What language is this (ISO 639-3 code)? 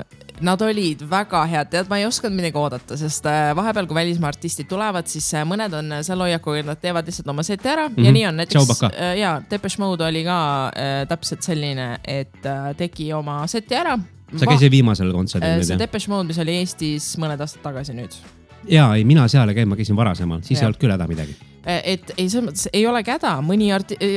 est